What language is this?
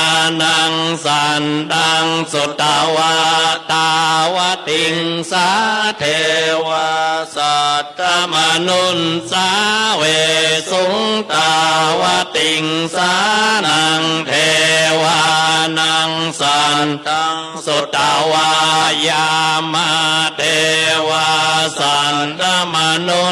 Pali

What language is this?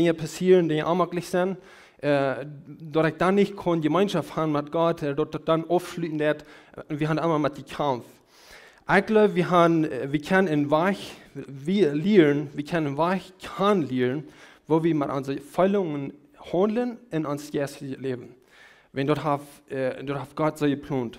Plautdietsch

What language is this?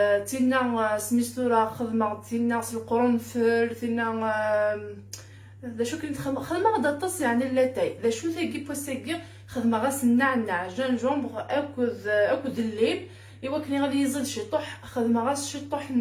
Kabyle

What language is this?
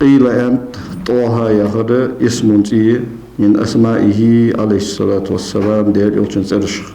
Ingush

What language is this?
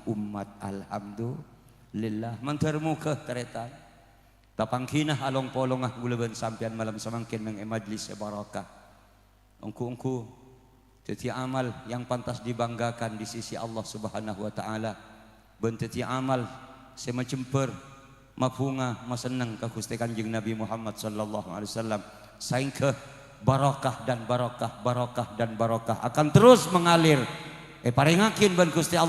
Madurese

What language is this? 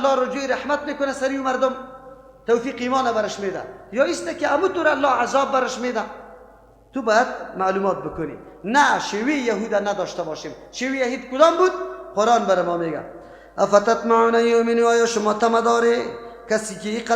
Persian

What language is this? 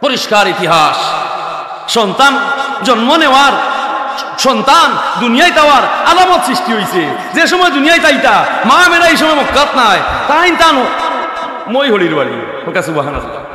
Sylheti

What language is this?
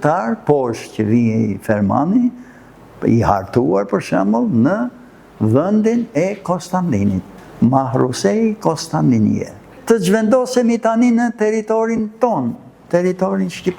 Albanian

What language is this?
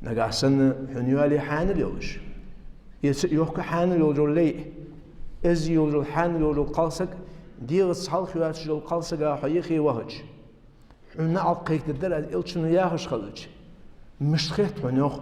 Ingush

